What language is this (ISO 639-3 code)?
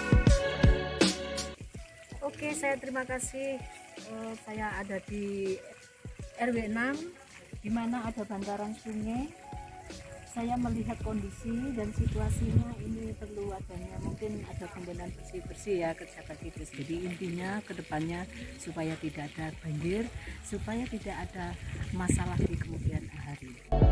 ind